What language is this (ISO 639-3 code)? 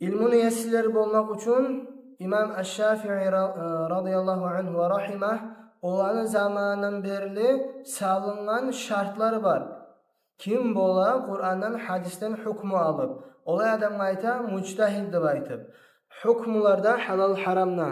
kum